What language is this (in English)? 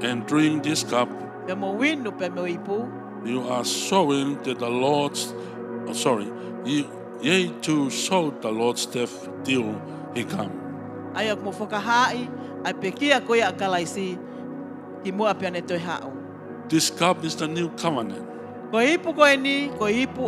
Tongan